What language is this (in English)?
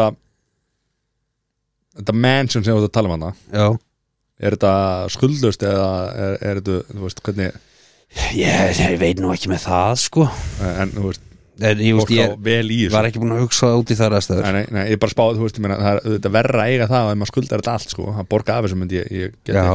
Icelandic